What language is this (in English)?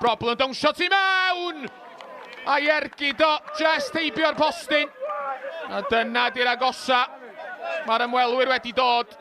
Welsh